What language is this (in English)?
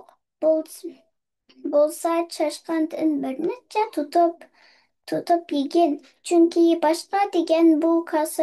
Uyghur